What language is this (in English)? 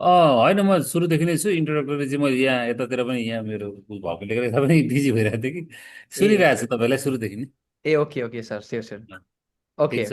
Nepali